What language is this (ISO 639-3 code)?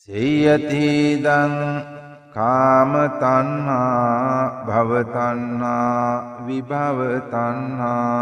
sin